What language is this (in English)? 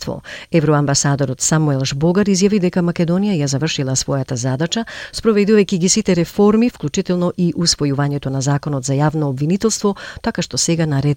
Macedonian